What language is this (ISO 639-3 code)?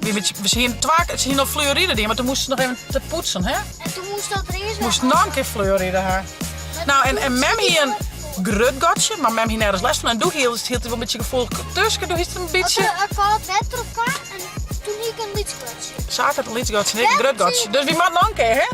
fry